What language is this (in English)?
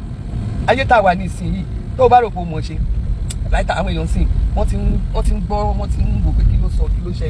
Yoruba